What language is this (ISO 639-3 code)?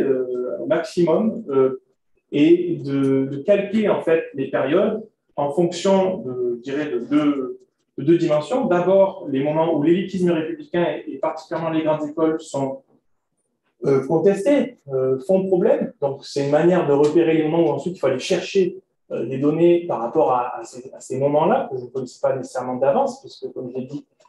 fra